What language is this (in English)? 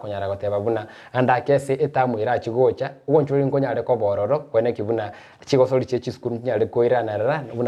Gusii